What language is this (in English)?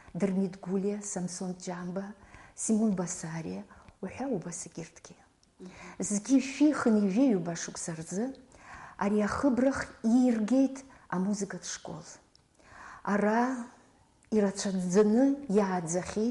Abkhazian